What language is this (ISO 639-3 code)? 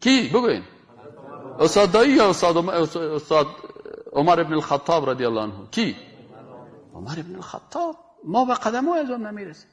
fas